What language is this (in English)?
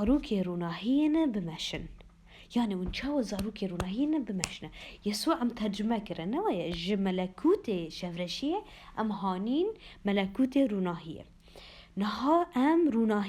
Kurdish